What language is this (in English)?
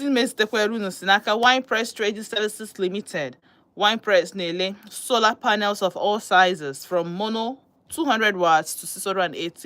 Igbo